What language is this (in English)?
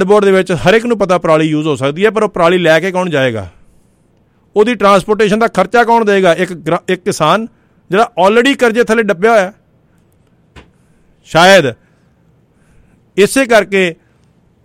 Punjabi